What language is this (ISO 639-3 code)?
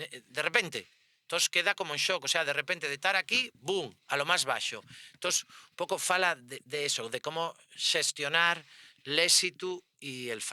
ast